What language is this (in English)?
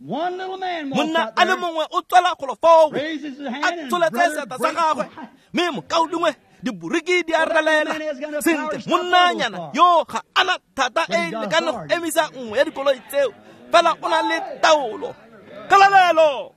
Tswana